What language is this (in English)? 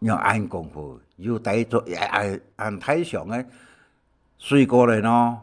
Hakka Chinese